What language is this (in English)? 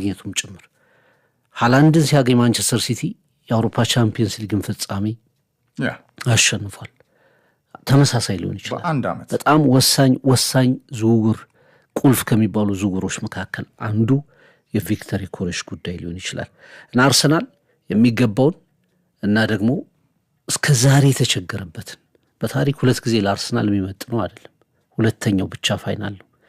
Amharic